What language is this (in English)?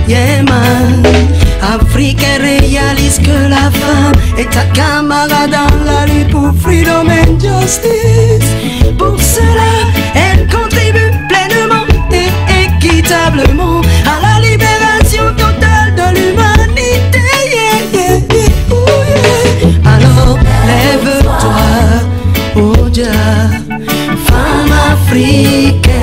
French